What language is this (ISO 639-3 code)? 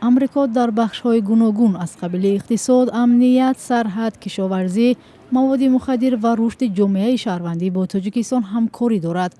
tgk